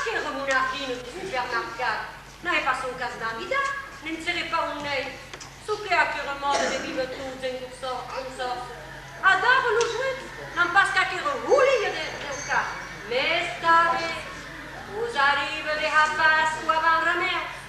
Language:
Occitan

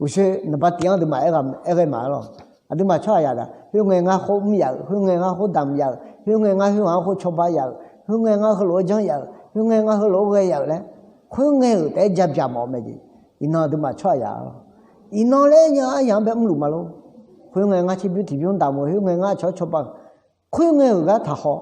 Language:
Akha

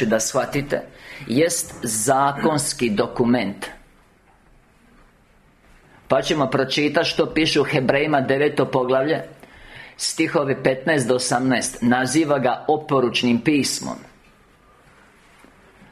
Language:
Croatian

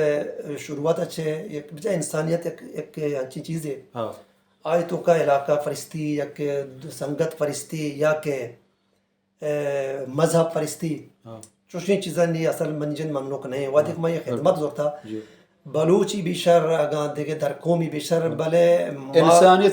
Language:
Baluchi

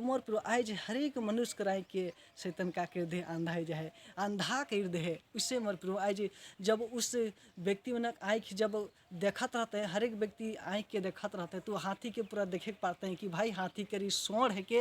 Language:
Sadri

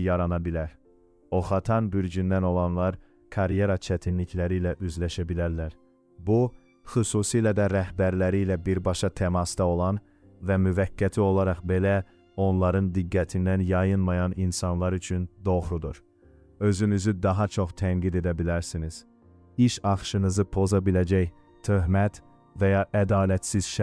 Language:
Azerbaijani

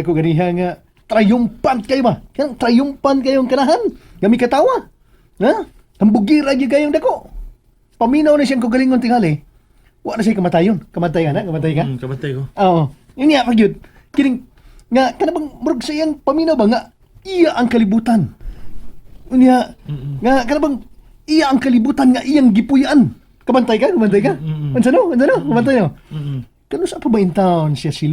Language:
Cebuano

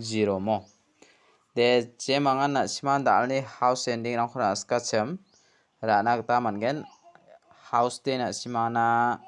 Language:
Garo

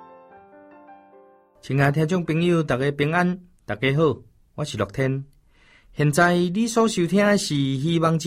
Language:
Chinese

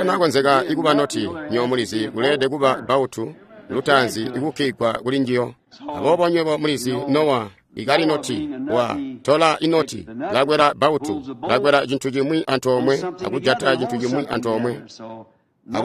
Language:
Tonga (Zambia)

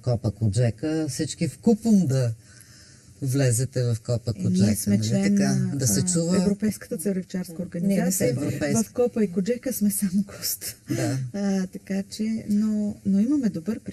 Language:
Bulgarian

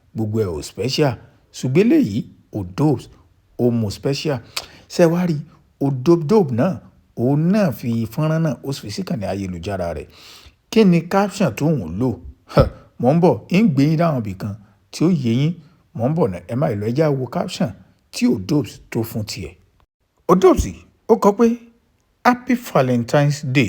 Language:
Yoruba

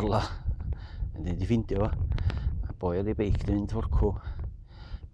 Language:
Welsh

